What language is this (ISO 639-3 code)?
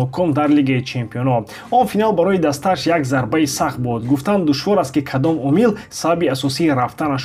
tgk